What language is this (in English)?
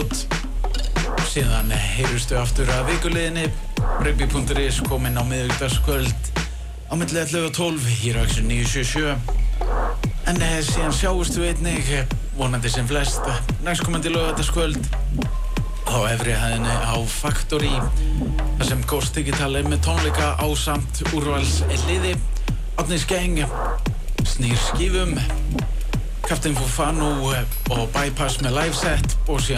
Icelandic